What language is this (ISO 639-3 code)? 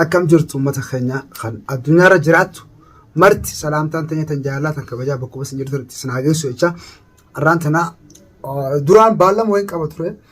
orm